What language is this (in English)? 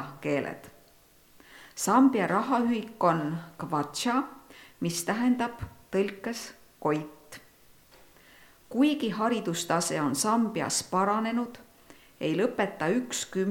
Estonian